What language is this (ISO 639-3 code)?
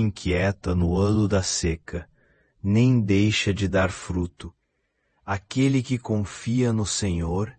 por